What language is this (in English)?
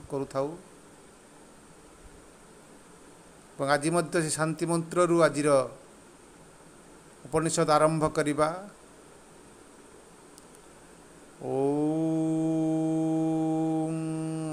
Odia